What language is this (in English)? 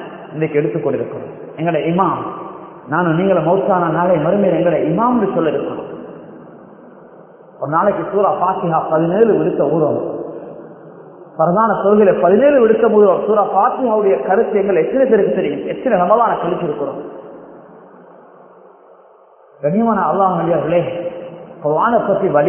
Tamil